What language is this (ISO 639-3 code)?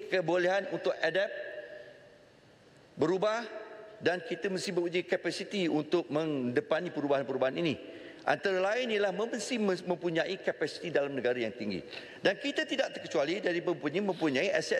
msa